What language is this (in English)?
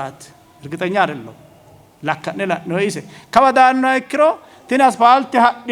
Sidamo